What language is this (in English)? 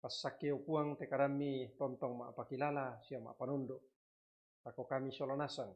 Toraja-Sa'dan